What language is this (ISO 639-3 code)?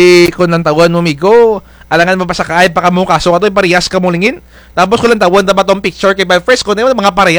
krj